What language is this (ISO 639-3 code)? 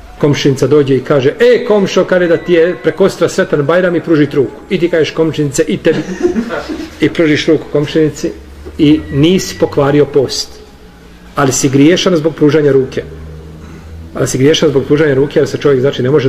bos